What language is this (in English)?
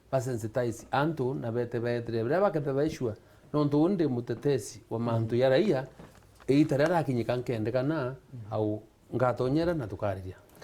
Meru